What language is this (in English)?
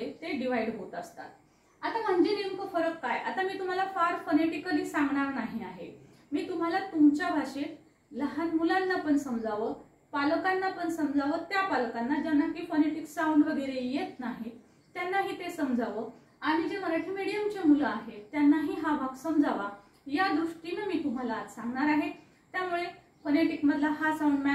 Marathi